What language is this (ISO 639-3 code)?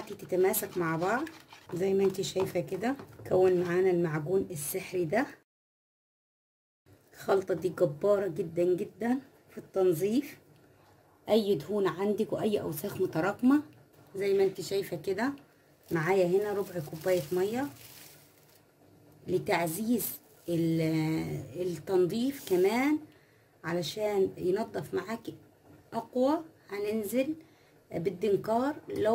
arz